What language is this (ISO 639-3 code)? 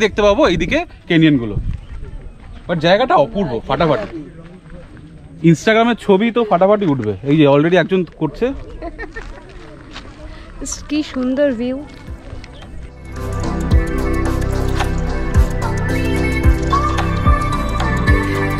ben